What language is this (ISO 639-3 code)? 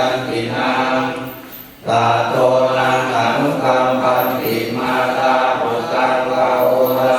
pli